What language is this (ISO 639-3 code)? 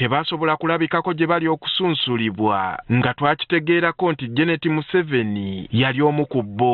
lug